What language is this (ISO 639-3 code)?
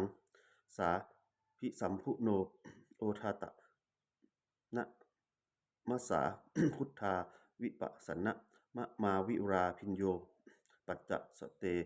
pli